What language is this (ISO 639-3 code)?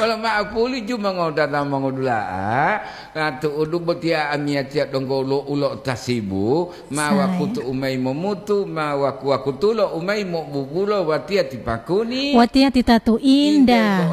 gor